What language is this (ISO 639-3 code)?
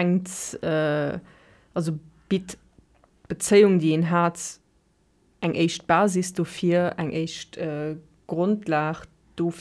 ltz